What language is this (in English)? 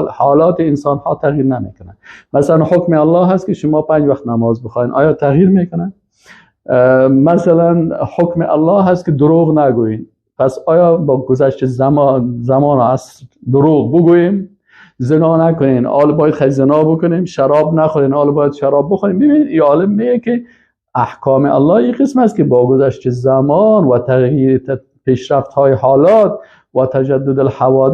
Persian